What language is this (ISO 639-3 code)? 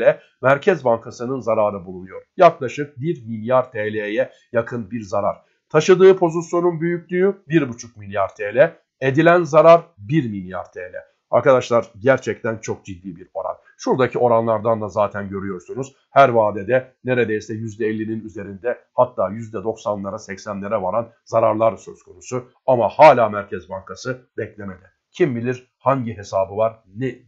tur